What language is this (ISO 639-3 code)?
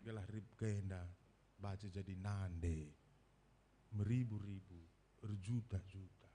btx